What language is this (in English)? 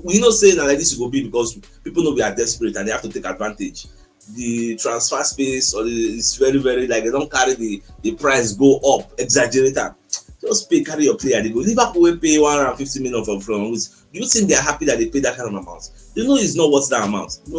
Nigerian Pidgin